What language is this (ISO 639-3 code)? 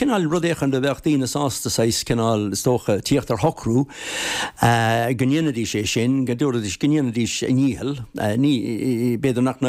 gle